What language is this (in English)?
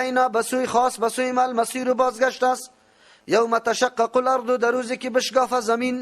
Persian